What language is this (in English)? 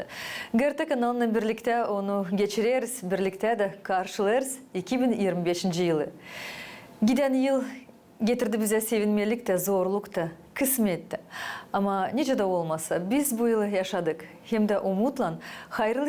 Gagauz